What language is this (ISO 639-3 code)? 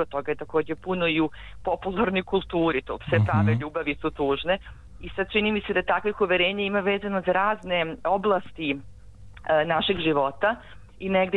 srp